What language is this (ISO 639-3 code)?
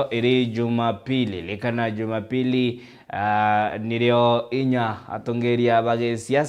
mer